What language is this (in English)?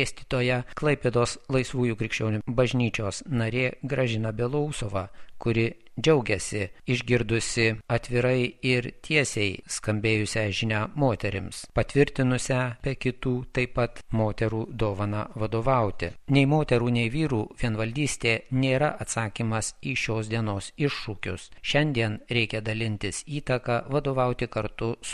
Lithuanian